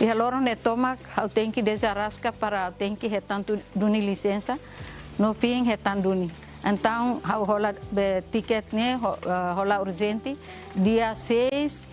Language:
Tetum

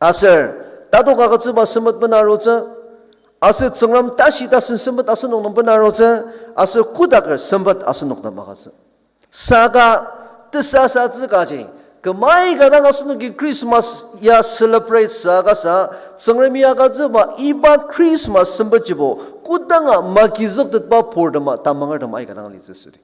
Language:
Ao Naga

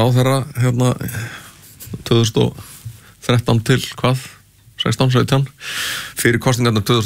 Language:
Icelandic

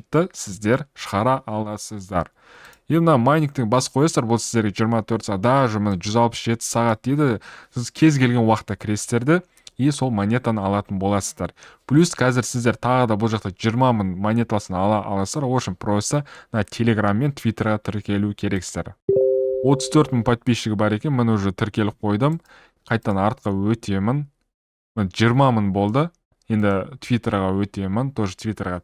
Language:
Kazakh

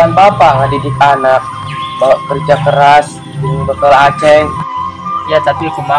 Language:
Sundanese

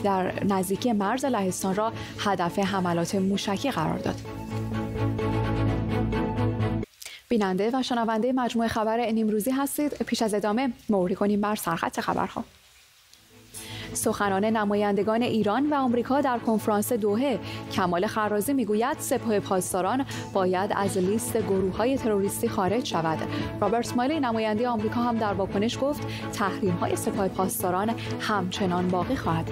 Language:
Persian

